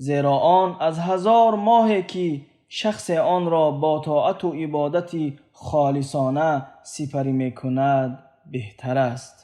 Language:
Tajik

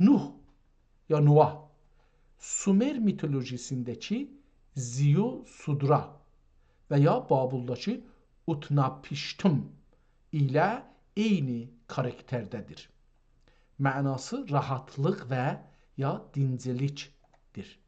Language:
South Azerbaijani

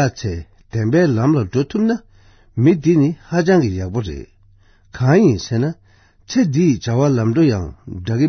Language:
Tibetan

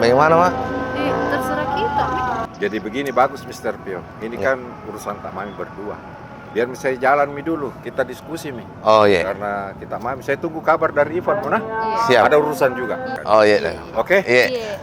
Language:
Makassar Malay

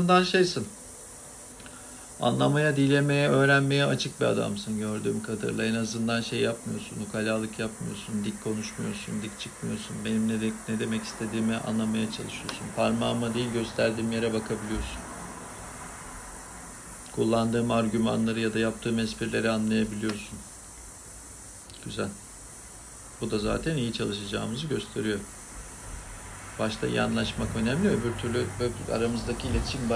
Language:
Turkish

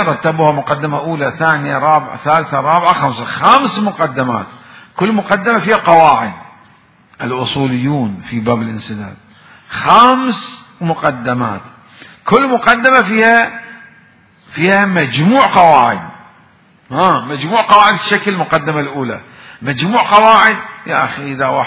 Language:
Mesopotamian Arabic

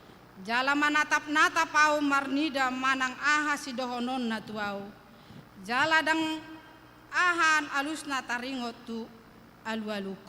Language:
Batak Toba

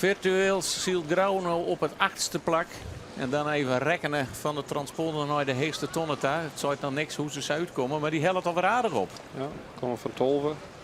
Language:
Western Frisian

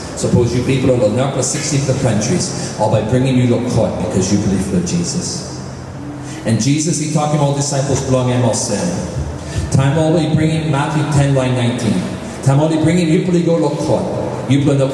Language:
Tok Pisin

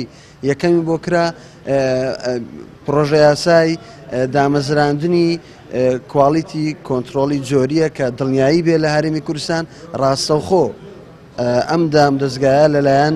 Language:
Central Kurdish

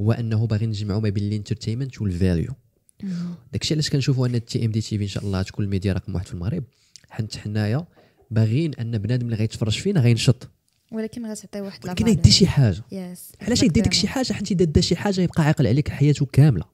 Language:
Moroccan Arabic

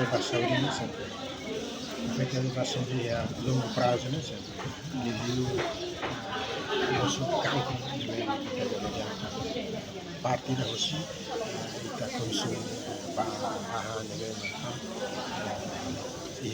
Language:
Tetum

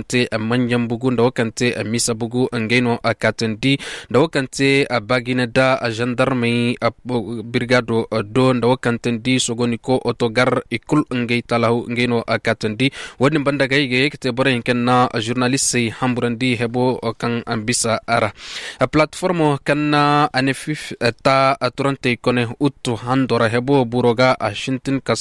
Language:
Koyraboro Senni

